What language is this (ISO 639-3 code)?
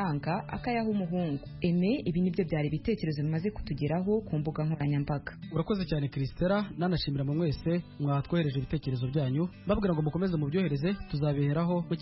kin